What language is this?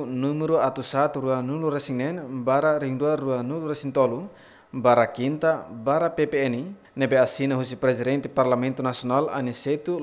Tetum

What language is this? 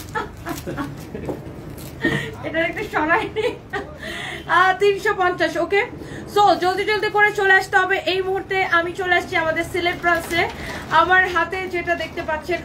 Bangla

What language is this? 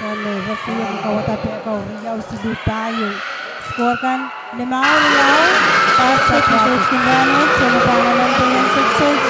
Pohnpeian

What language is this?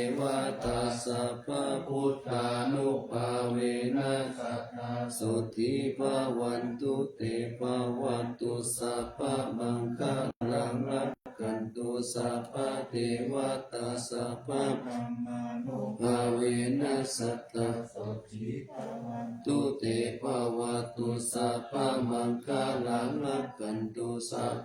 Pali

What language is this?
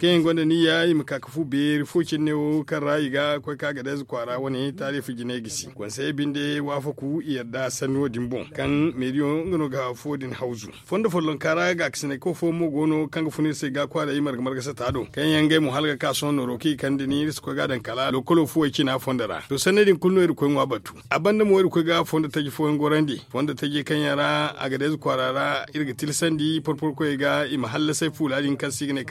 Zarma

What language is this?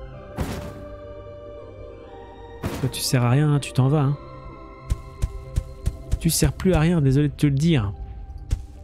French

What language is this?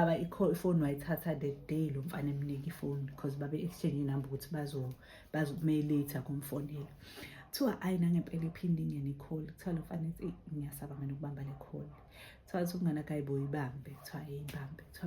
Zulu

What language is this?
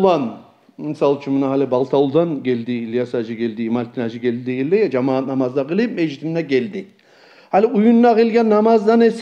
Kumyk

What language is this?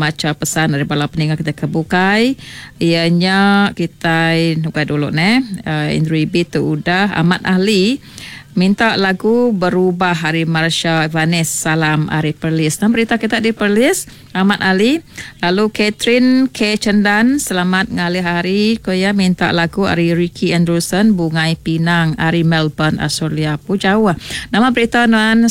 Iban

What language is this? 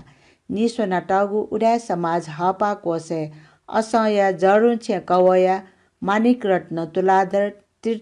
Newari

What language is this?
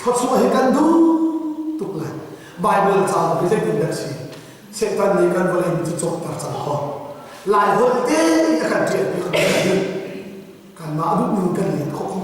Hakha Chin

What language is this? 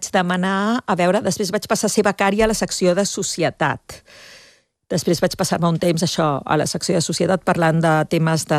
Catalan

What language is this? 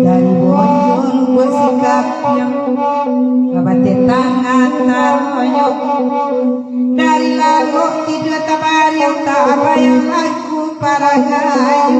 Minangkabau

